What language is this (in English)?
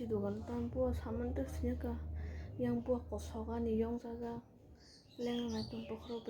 Kok Borok